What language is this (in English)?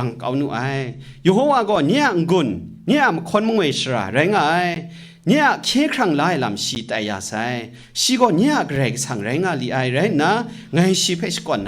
Kachin